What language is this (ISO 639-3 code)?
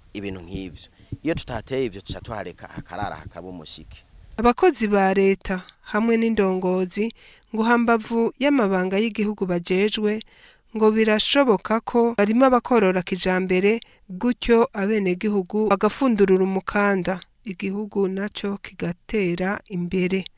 run